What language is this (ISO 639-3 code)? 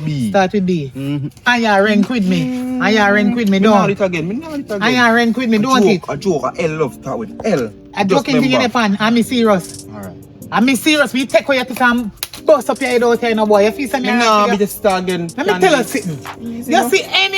jam